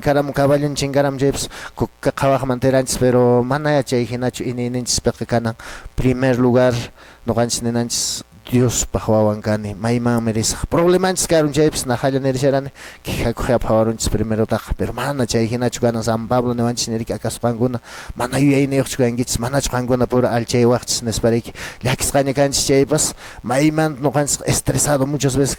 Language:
Quechua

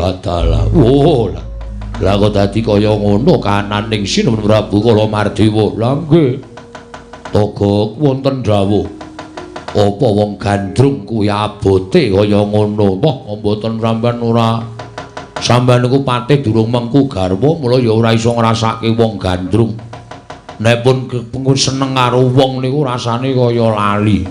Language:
Javanese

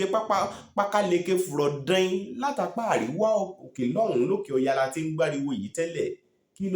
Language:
Yoruba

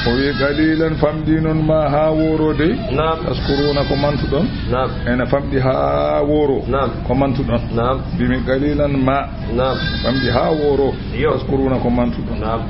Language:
Fula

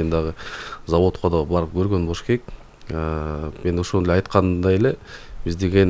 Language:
Kyrgyz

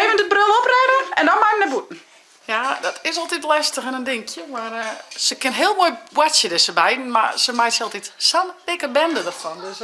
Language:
Western Frisian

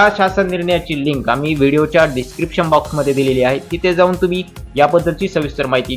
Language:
Marathi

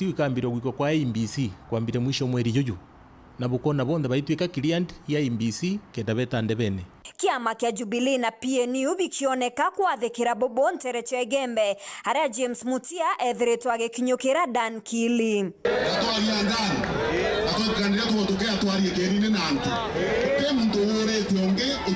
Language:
Meru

